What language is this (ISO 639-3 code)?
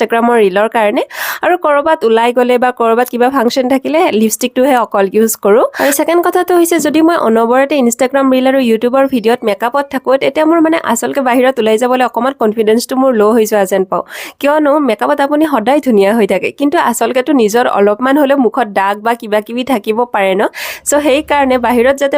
asm